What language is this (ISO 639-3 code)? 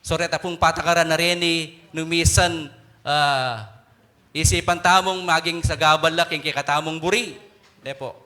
pam